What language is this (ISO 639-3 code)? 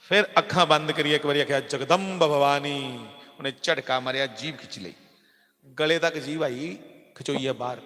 doi